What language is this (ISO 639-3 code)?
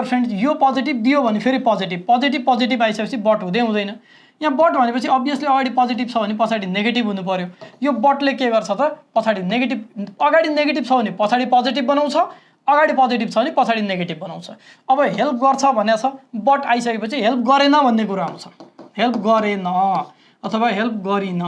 nep